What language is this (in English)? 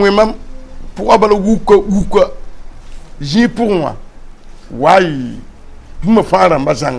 Mossi